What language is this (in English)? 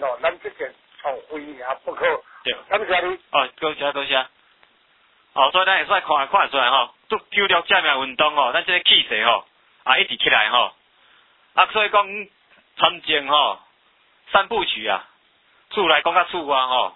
Min Nan Chinese